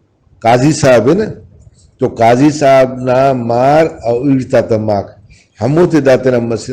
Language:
Brahui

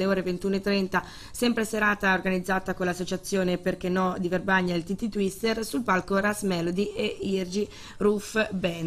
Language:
Italian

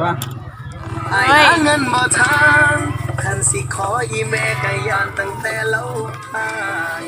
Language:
Lao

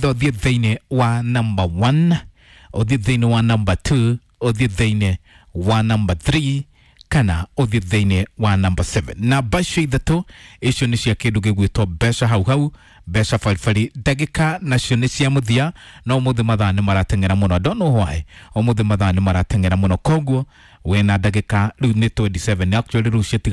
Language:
Kikuyu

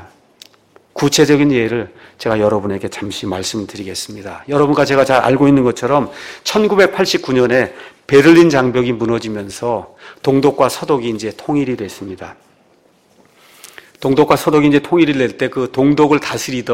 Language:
Korean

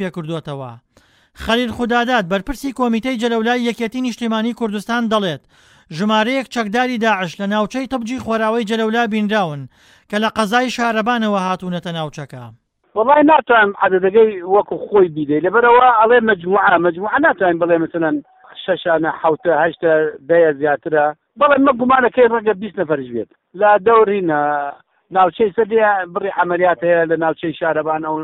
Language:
Central Kurdish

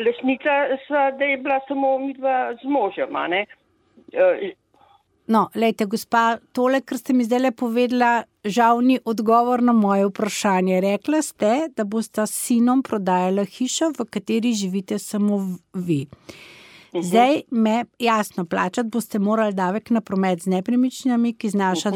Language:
Slovenian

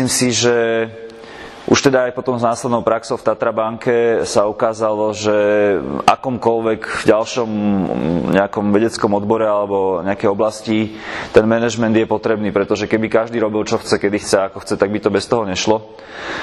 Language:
Slovak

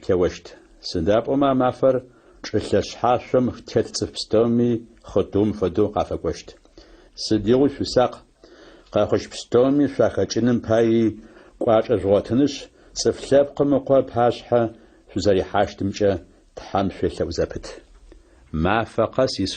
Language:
Adyghe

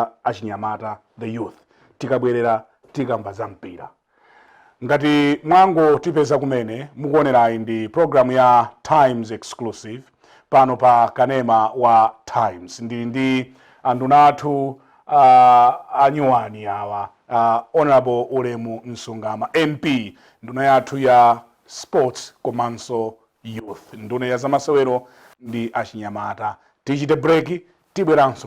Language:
Nyanja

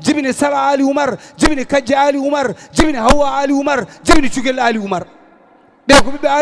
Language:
Fula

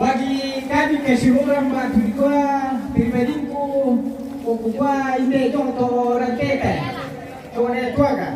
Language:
Toraja-Sa'dan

